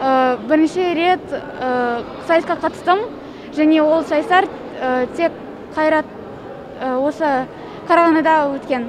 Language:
Kazakh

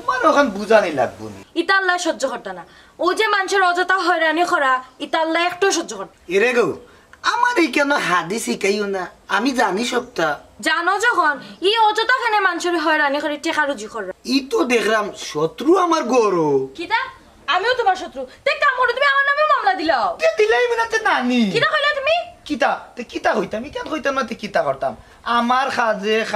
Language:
Sylheti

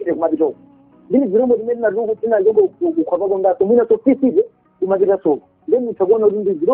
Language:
Nyanja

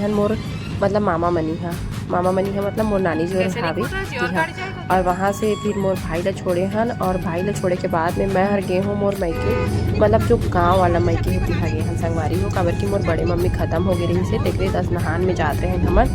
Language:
Chhattisgarhi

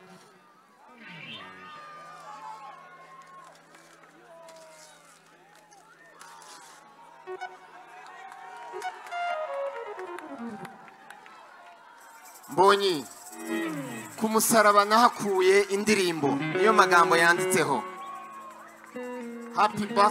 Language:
Kinyarwanda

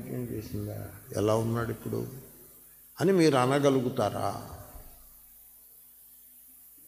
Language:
Telugu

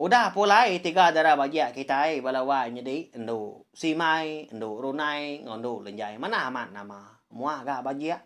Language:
Iban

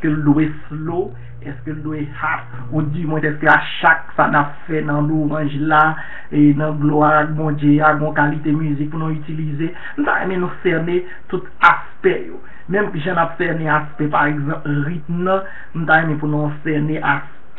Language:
Haitian Creole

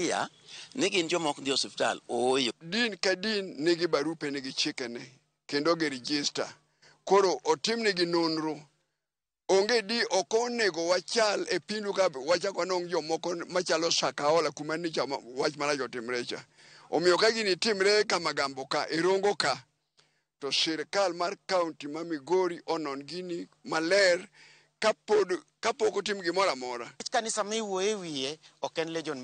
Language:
Luo (Kenya and Tanzania)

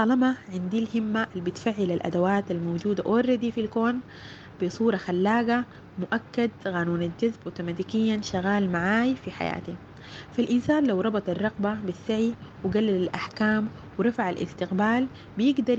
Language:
Sudanese Arabic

